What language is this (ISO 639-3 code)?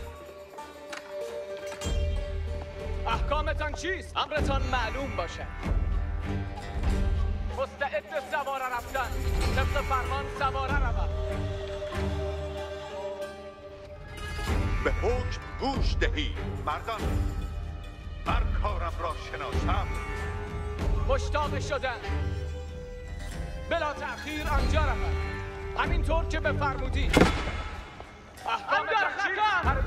fas